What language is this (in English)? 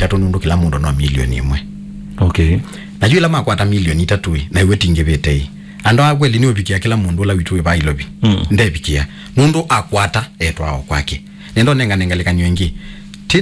Kamba